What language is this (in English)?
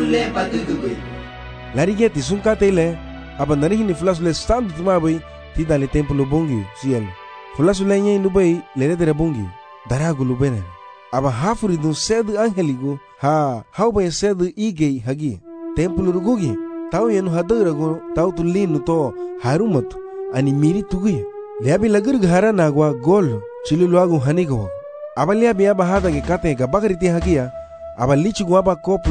Garifuna